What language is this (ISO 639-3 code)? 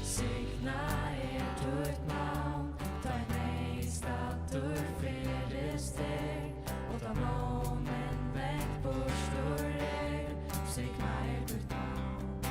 fao